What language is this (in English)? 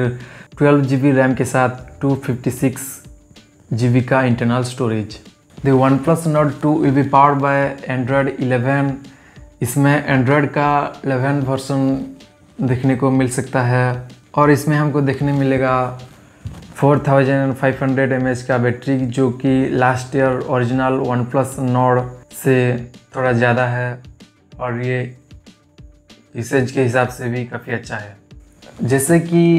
Hindi